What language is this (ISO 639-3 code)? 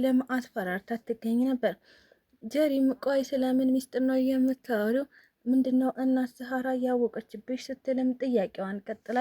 amh